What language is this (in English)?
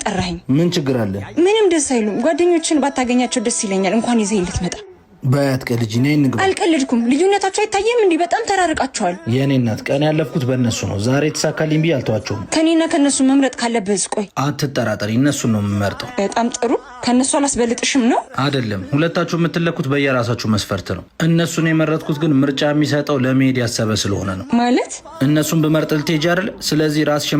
Amharic